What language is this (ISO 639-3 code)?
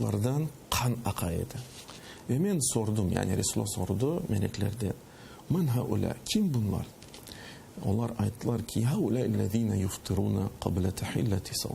crh